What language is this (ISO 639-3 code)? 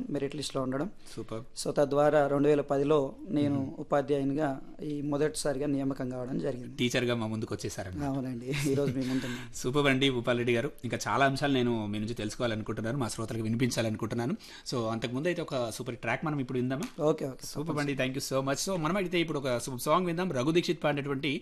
tel